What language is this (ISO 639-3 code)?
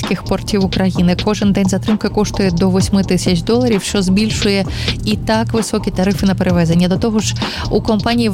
ukr